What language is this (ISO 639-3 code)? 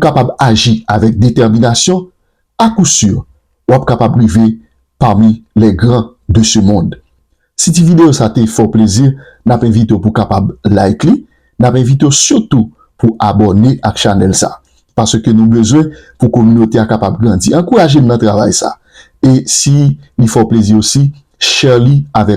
hat